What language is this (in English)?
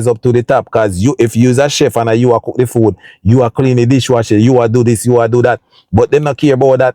Jamaican Creole English